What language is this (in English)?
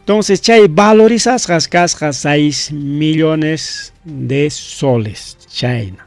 Ayacucho Quechua